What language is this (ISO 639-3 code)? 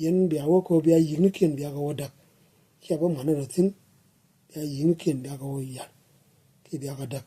nus